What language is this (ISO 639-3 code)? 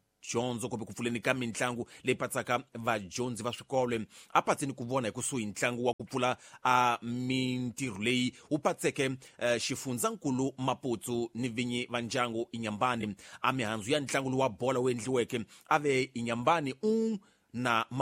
tso